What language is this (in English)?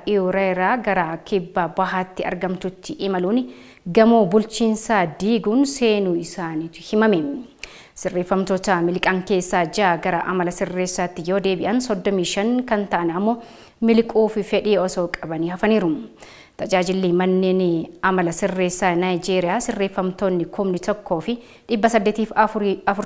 Oromo